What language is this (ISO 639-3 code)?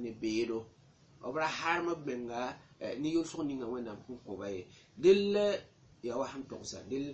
mos